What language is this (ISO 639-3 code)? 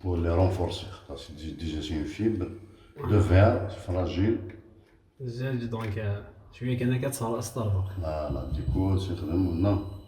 kab